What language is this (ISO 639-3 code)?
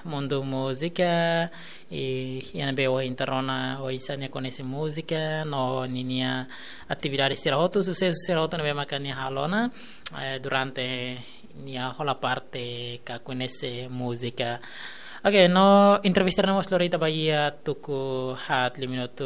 tet